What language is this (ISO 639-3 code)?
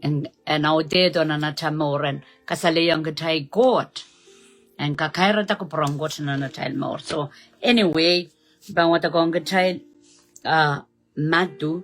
pon